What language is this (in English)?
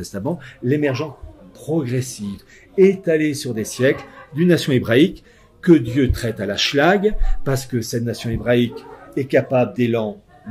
French